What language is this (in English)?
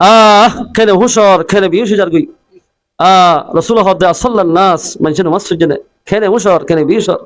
Rohingya